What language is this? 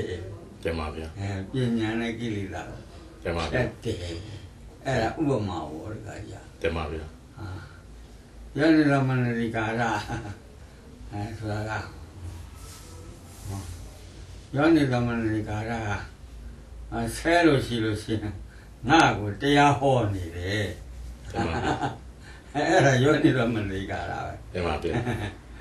Burmese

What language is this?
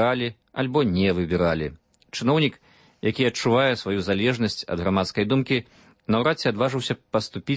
Belarusian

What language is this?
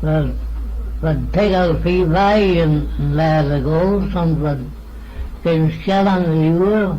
Manx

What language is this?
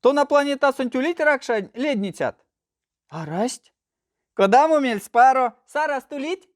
Erzya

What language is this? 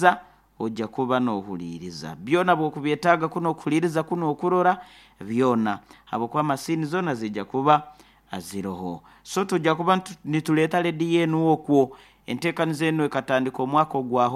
Nyoro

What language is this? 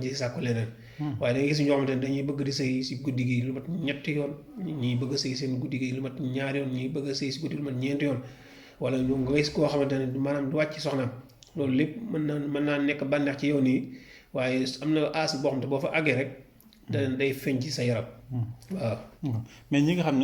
Wolof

